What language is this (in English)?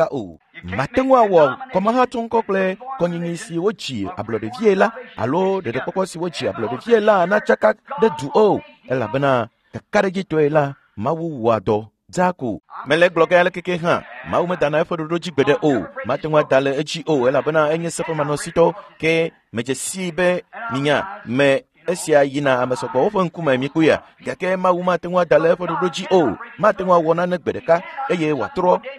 Ewe